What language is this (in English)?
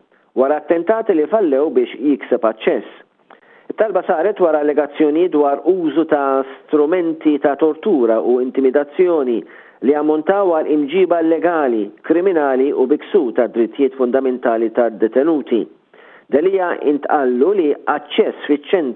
Maltese